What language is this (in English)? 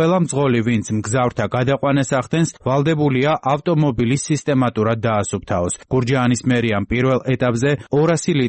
Georgian